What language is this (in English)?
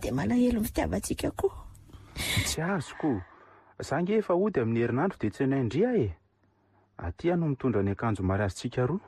Malagasy